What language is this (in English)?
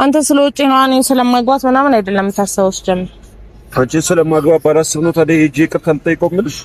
Amharic